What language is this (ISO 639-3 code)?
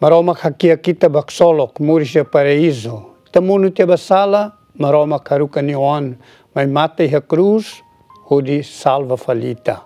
tet